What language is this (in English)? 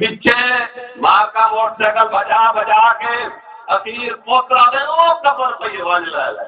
Saraiki